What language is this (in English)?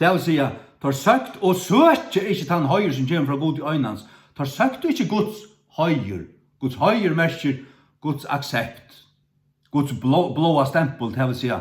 Faroese